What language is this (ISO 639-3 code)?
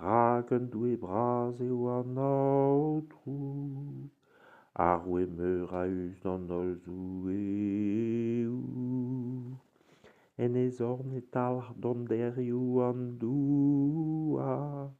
bre